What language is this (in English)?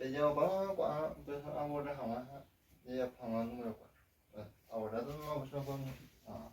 Guarani